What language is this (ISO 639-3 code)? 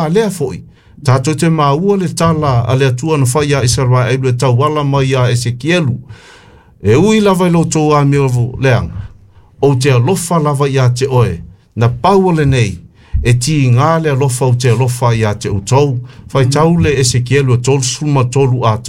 smo